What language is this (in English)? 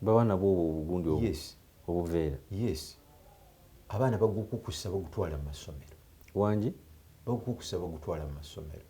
Ganda